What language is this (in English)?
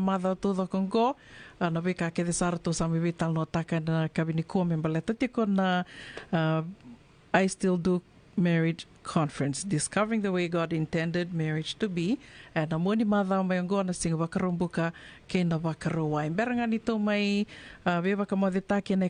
Fijian